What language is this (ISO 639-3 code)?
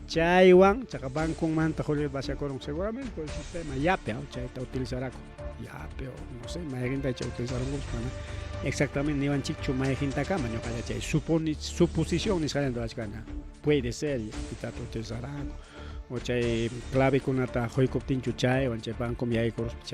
quy